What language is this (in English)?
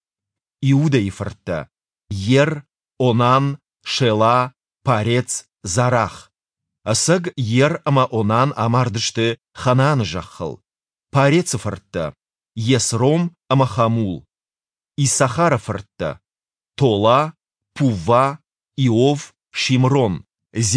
Ossetic